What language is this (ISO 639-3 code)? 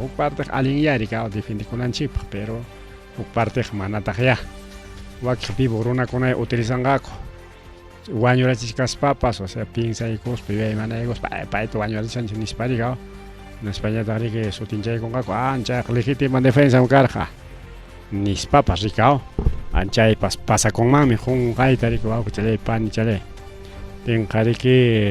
quy